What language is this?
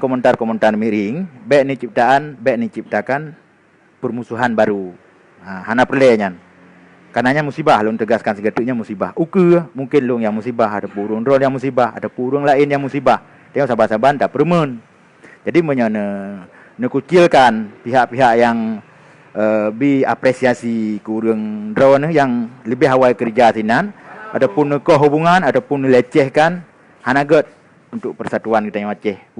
Achinese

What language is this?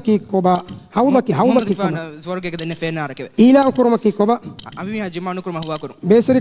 Divehi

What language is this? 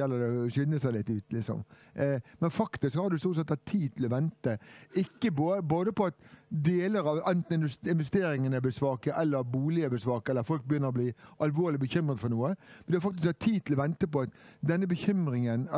Norwegian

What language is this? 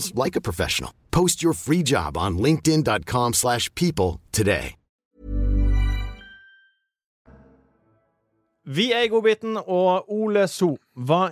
Norwegian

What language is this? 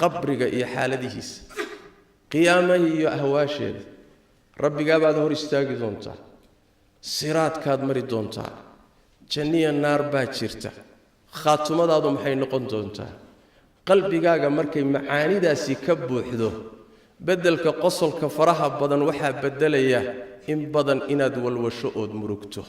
Somali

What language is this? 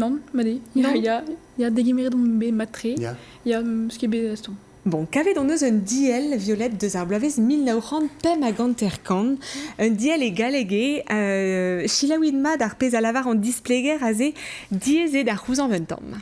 Breton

